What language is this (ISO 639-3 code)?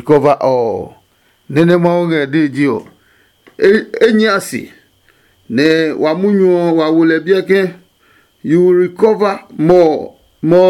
ada